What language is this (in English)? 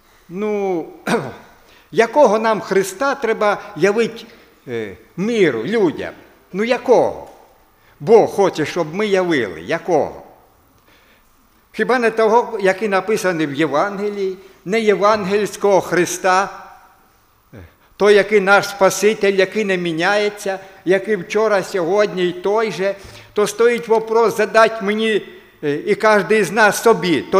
Ukrainian